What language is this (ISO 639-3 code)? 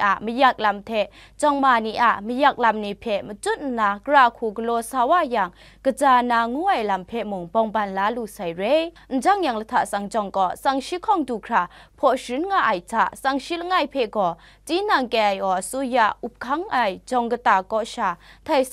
kac